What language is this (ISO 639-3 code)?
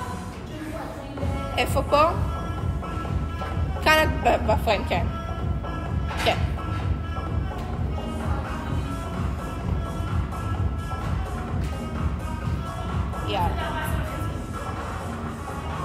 heb